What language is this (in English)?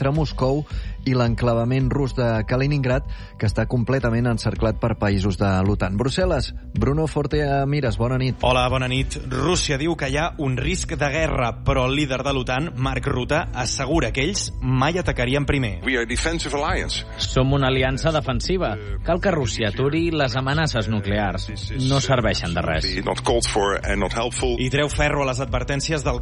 Catalan